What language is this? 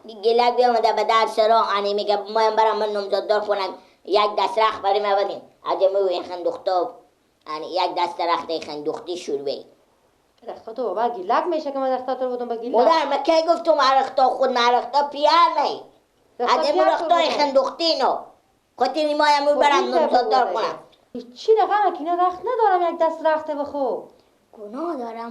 Persian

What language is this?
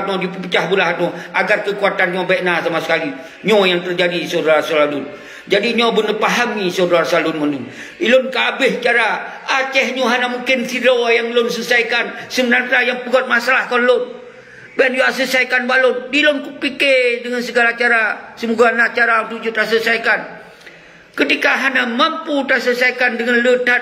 Achinese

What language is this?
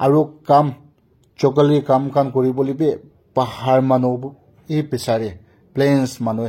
Naga Pidgin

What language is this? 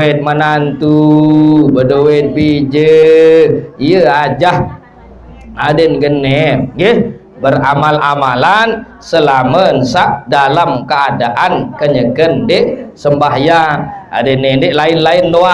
Sasak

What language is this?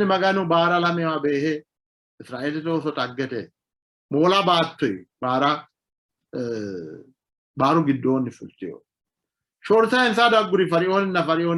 Sidamo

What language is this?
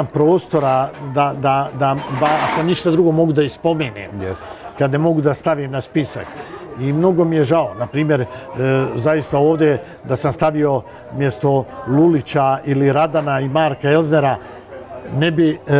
Bosnian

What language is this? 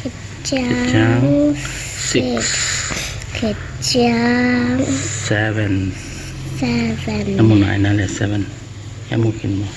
Tedim Chin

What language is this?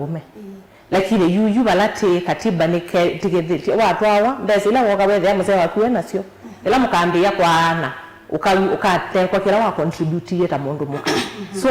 Kamba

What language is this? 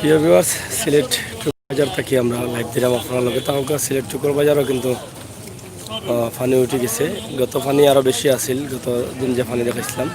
Sylheti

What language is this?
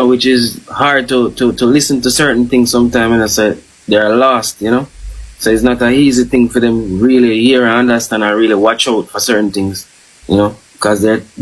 Jamaican Creole English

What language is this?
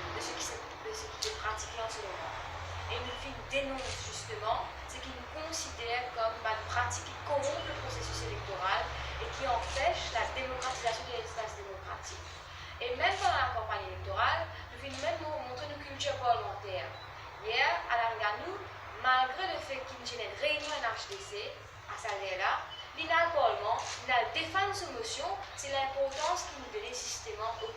Morisyen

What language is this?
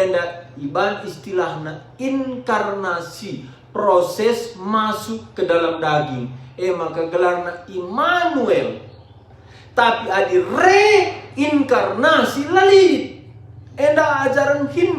Batak Karo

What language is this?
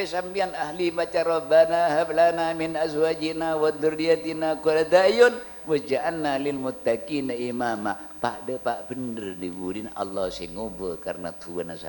Madurese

